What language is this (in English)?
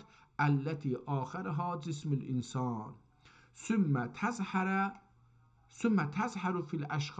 South Azerbaijani